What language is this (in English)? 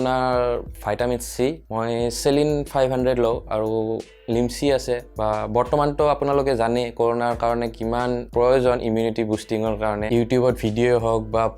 Assamese